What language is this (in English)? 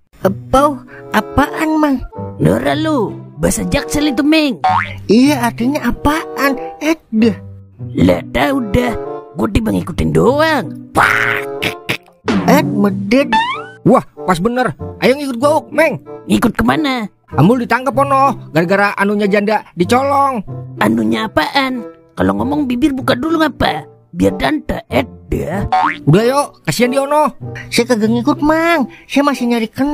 Betawi